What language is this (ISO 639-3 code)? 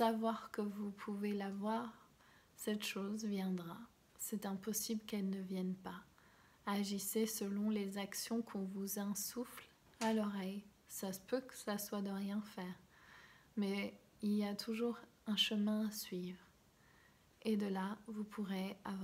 fra